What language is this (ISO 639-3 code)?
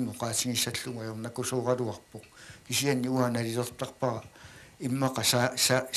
kal